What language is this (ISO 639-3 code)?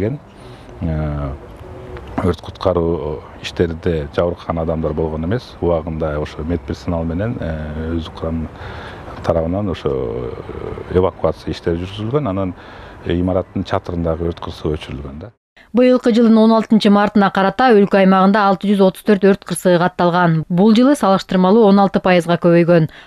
kir